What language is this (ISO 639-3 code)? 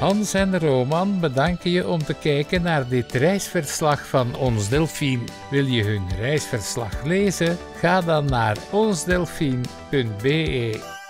nld